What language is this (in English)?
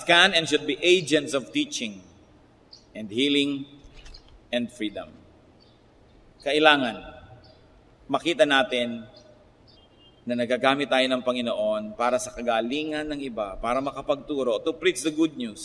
Filipino